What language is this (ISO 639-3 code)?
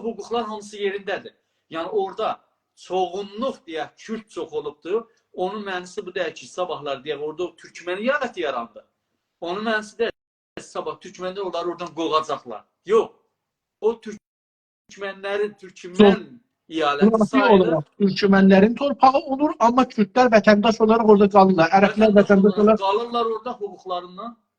azb